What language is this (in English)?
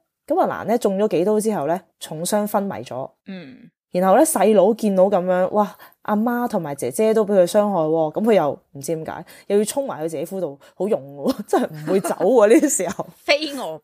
Cantonese